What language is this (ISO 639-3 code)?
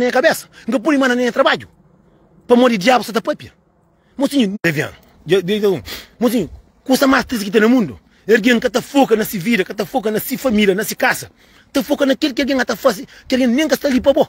kea